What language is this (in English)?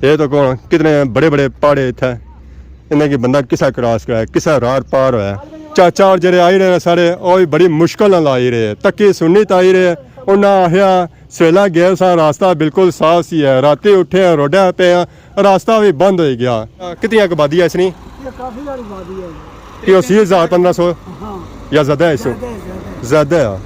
Pahari-Potwari